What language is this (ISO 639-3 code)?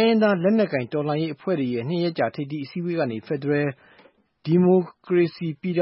mya